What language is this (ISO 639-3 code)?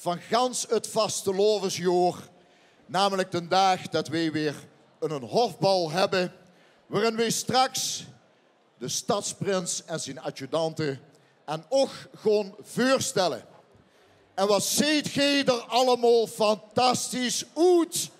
lim